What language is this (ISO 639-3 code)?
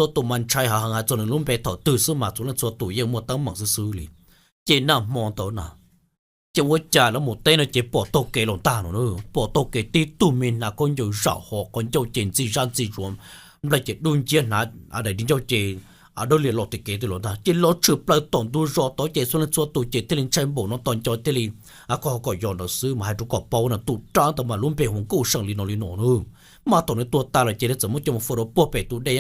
hmn